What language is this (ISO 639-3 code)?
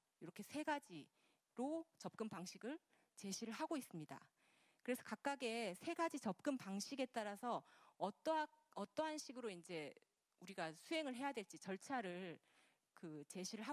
kor